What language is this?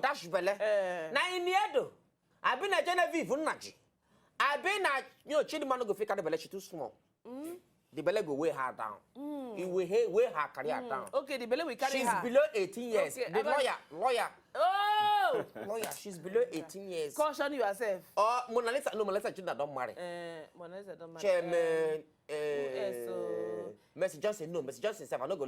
Nigerian Pidgin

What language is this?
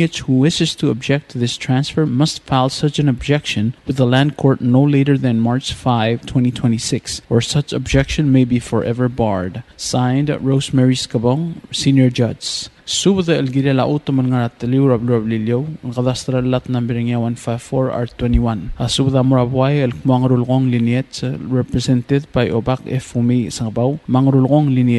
Palauan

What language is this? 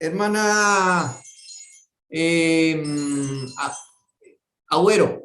Guarani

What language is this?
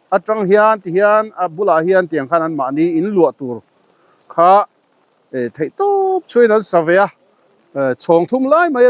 Mizo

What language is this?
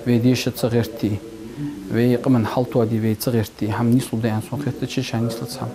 Ingush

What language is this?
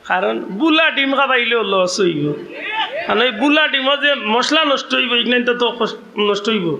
Sylheti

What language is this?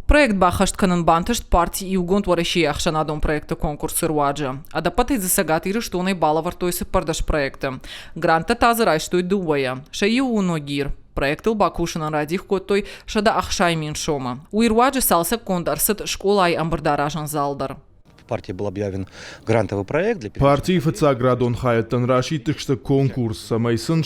Ossetic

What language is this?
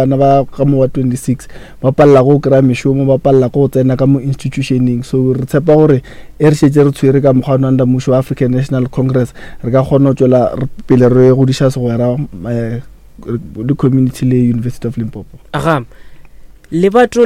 Northern Sotho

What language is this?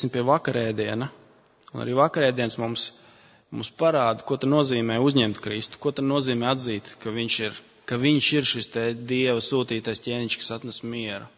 Latvian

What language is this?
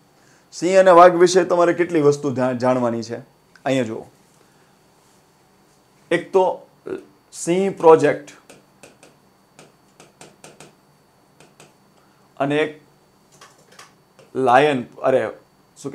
Gujarati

